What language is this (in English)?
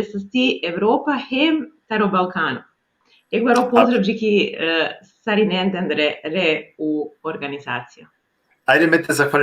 Balkan Romani